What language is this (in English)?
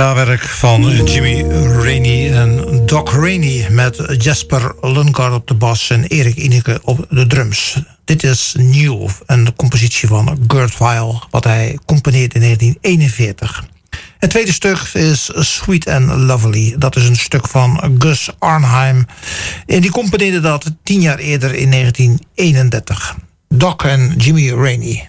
Dutch